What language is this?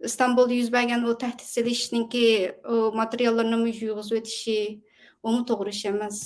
Uyghur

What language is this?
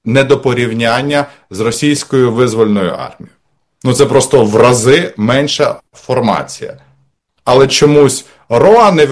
Ukrainian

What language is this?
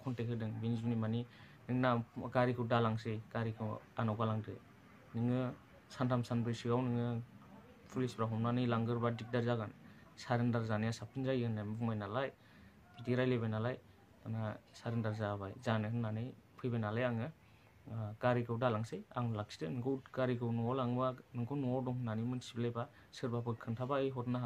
Bodo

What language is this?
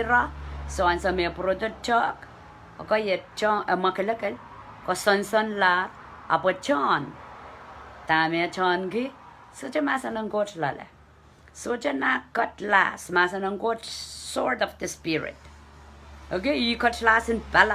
Pohnpeian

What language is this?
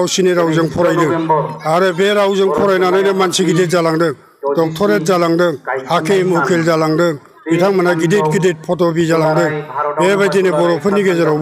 Bodo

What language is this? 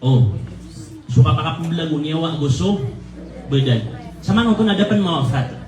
Maranao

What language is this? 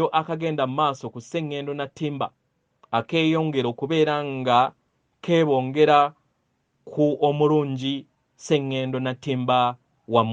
Ganda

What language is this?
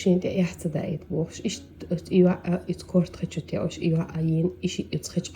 Chechen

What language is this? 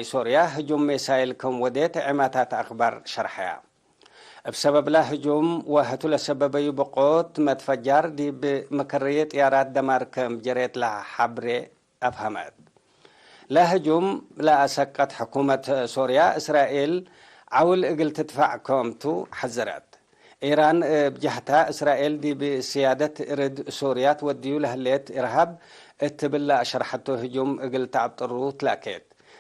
Tigre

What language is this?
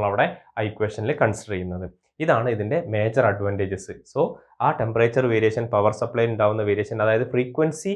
Malayalam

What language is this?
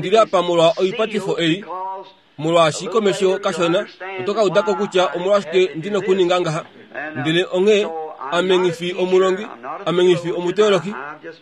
Kuanyama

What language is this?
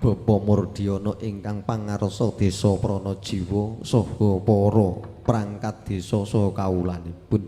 Javanese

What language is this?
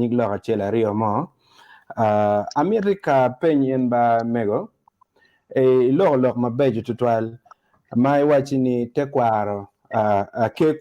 Acoli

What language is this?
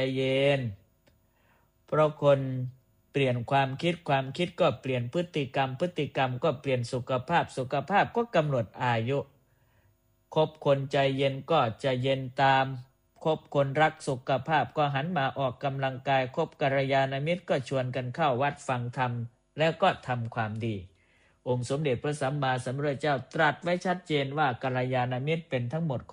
Thai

